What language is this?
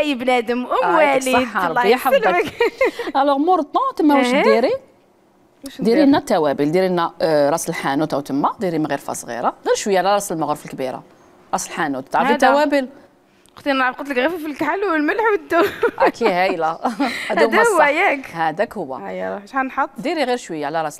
Algerian Arabic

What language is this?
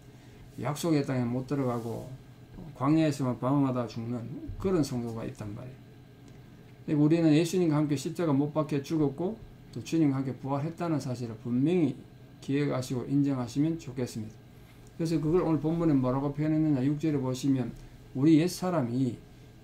Korean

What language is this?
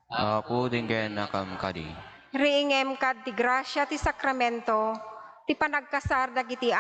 Iloko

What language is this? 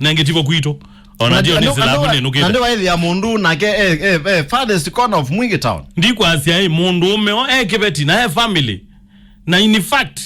Kamba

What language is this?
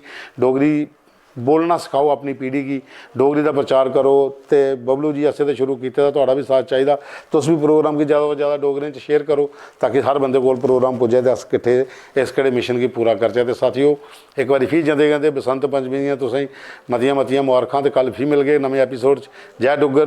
Dogri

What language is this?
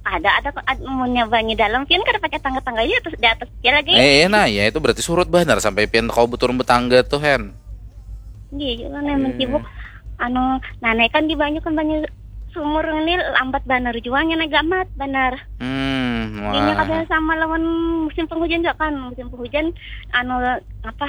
Banjar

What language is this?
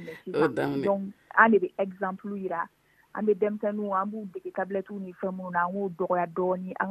Dyula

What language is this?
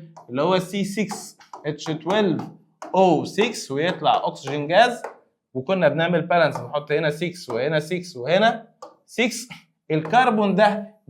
Egyptian Arabic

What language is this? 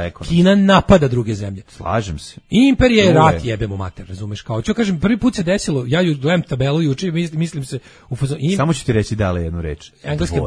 Serbian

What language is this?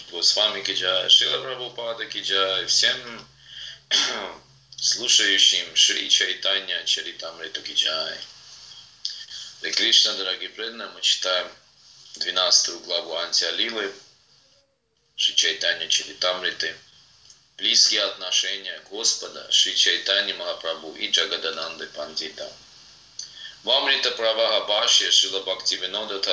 Russian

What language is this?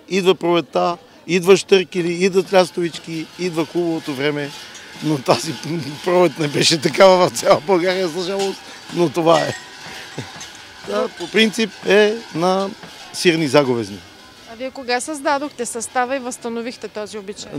Bulgarian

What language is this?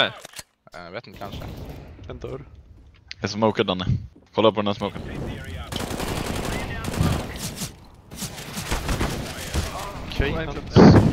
Swedish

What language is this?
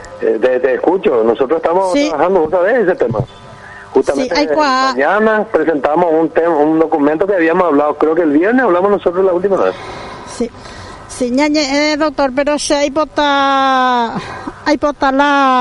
Guarani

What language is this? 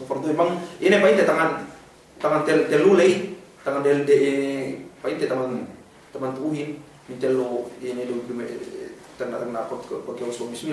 Yakan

